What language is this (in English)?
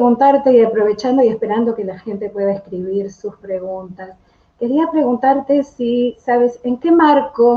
Ladino